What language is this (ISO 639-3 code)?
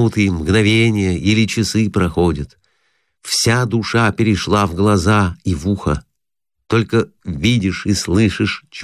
rus